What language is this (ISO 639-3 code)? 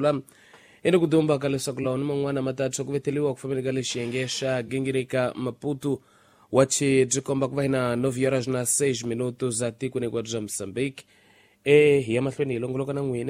tso